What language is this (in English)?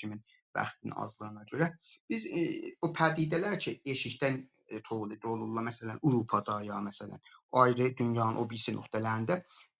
South Azerbaijani